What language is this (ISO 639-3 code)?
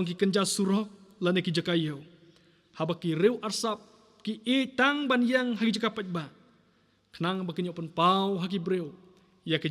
kha